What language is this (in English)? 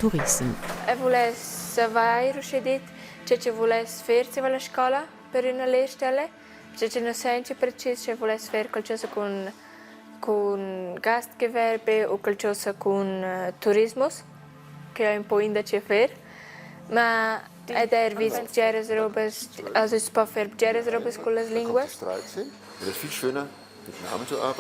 Romansh